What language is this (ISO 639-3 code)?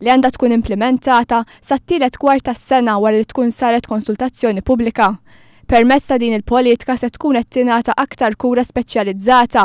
mlt